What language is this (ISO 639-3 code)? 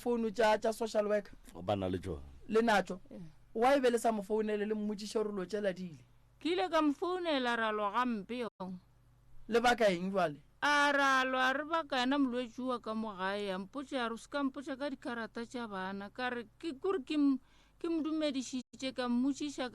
nso